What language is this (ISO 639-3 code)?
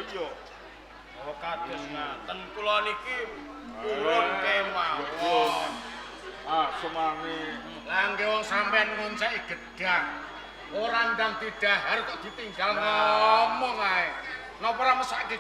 jav